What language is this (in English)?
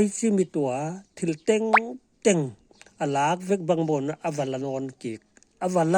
Paite Chin